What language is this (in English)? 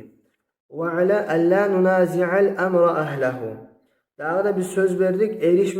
Kumyk